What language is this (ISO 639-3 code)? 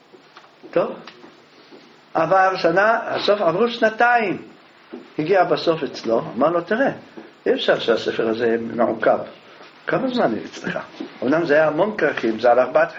heb